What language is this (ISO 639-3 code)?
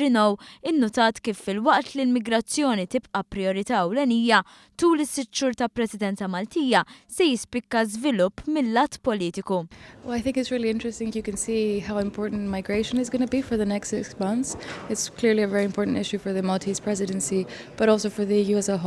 mlt